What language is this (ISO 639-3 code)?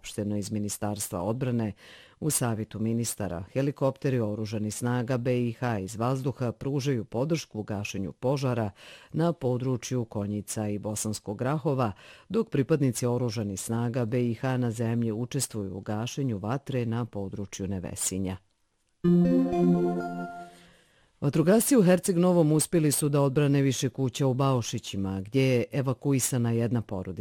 bos